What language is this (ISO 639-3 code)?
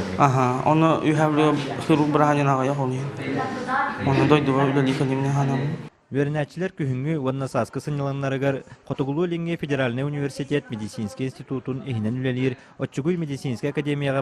sah